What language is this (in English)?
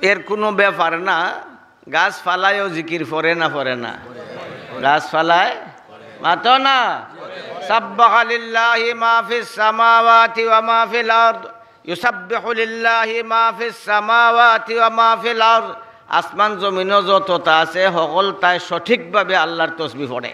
Sylheti